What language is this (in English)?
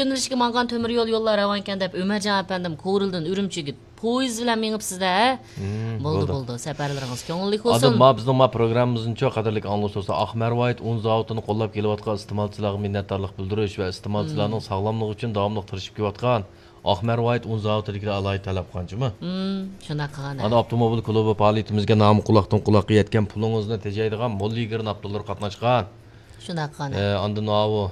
Uyghur